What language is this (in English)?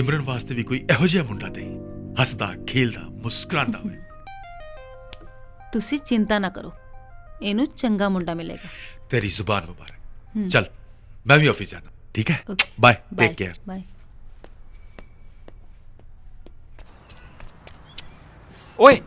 Punjabi